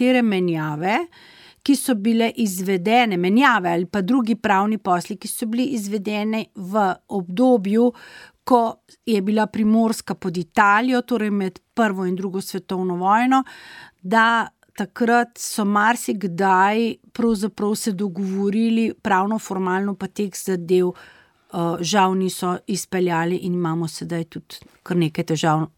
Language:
Slovenian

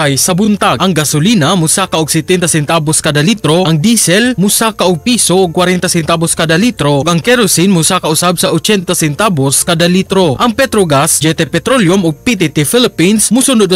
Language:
Cebuano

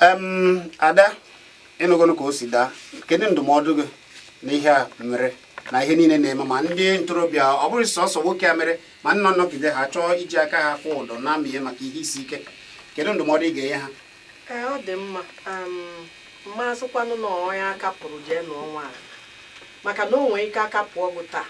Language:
Igbo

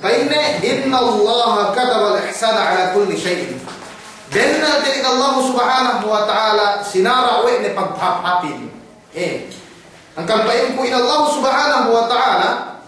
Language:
Yakan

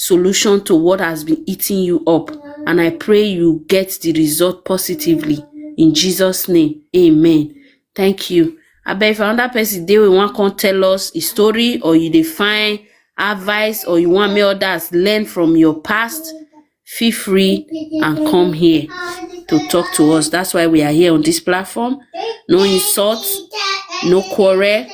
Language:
Nigerian Pidgin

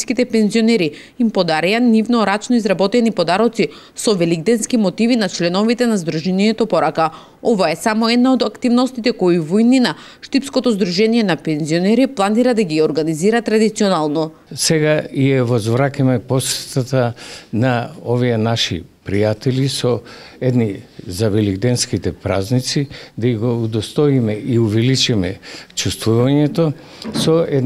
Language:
Macedonian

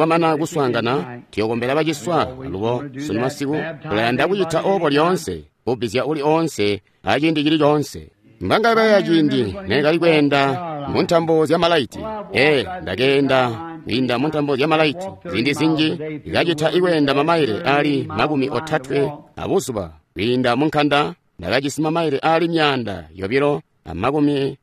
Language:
Tonga (Zambia)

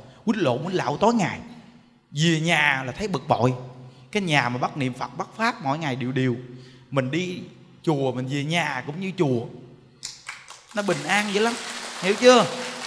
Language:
Vietnamese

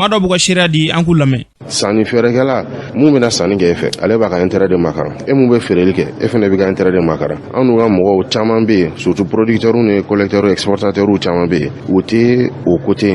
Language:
Bambara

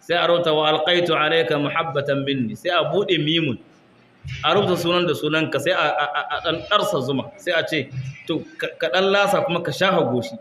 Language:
Hausa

